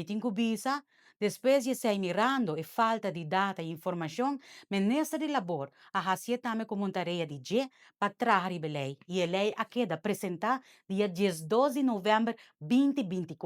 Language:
Papiamento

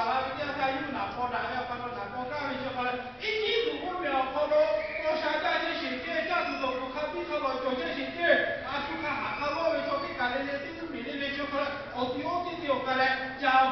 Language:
Lahu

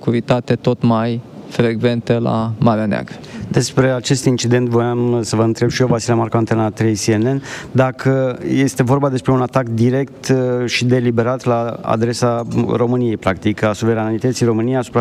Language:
Romanian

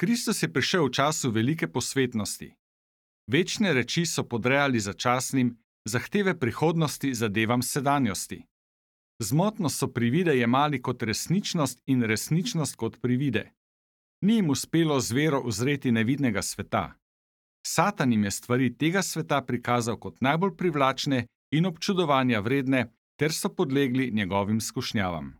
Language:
Slovenian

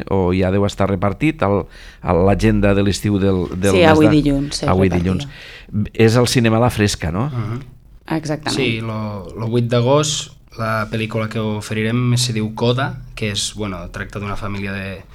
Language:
Catalan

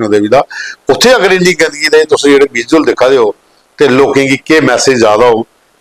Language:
Dogri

